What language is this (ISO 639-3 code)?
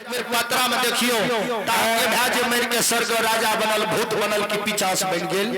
mai